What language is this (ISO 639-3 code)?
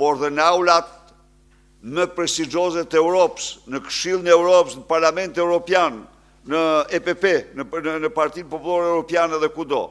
sqi